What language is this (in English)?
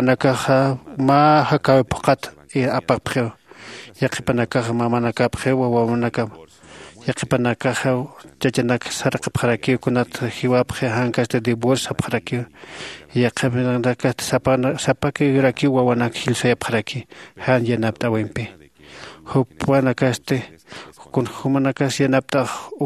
Aymara